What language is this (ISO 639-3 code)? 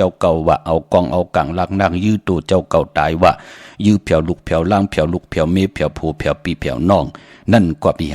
shn